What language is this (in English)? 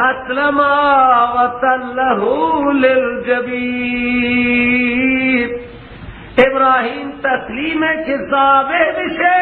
Persian